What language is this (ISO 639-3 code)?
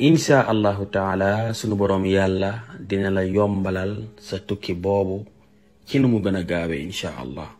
wol